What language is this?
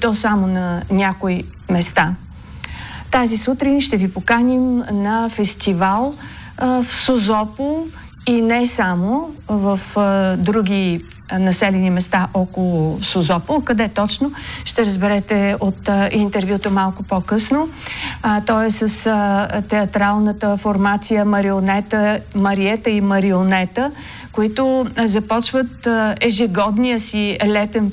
Bulgarian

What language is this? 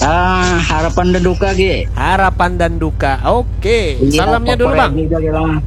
Banjar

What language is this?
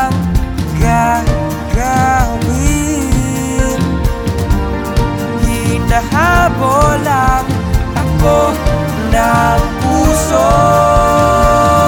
Filipino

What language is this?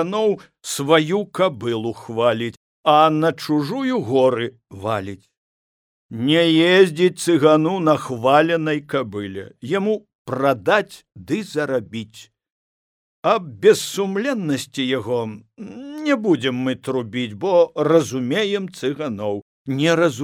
Belarusian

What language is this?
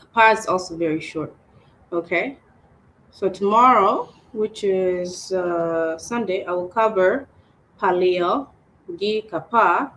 Acoli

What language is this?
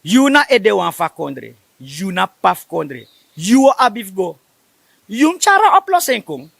Sranan Tongo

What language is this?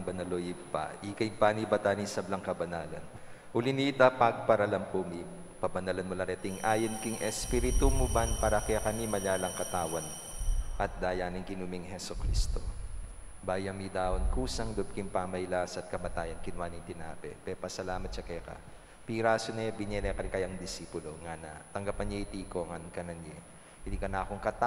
Pampanga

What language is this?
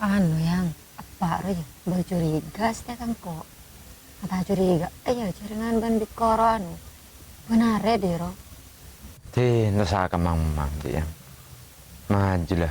Madurese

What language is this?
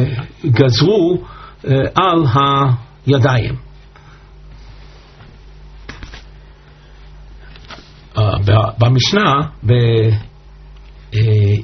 Hebrew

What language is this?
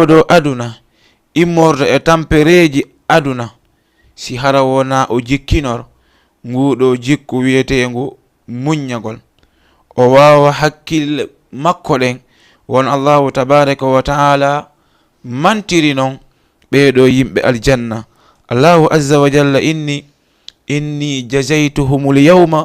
Fula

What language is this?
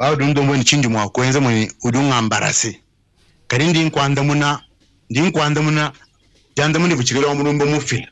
Luba-Lulua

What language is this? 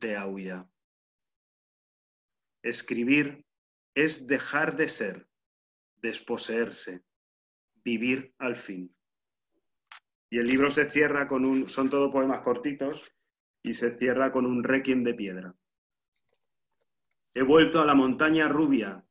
Spanish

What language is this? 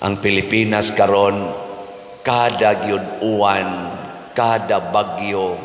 Cebuano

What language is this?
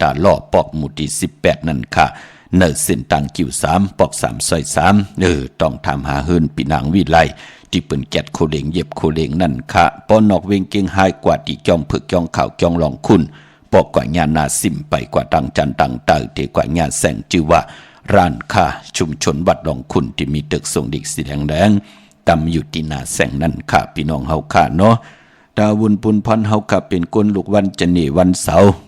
Shan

